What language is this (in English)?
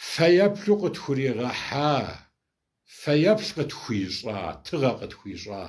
Kabardian